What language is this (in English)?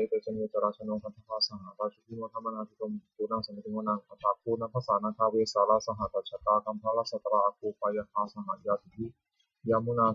Pali